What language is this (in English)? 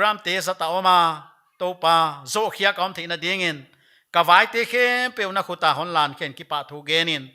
Paite Chin